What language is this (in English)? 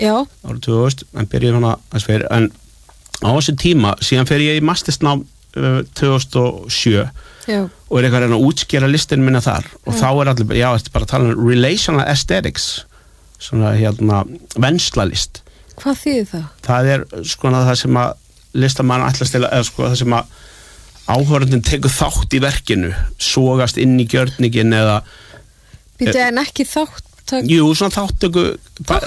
Icelandic